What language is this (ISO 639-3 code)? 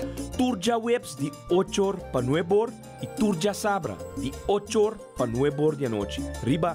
pap